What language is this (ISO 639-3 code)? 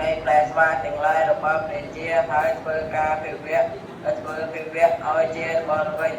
khm